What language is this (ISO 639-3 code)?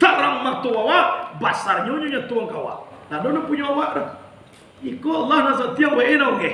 min